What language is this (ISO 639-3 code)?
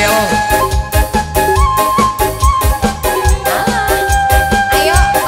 ind